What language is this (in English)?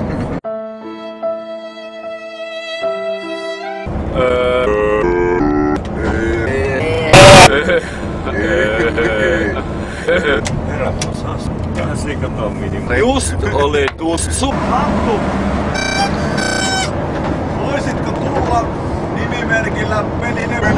Finnish